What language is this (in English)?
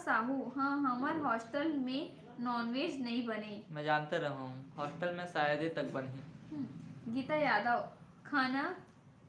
Chhattisgarhi